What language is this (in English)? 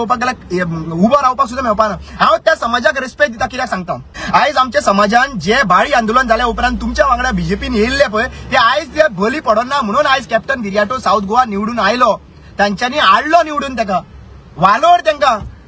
Konkani